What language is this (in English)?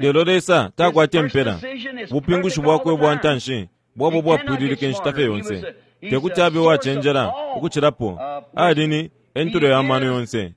Bemba